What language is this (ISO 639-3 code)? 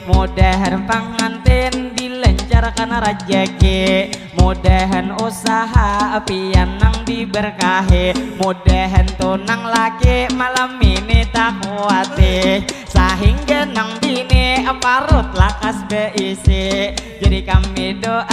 bjn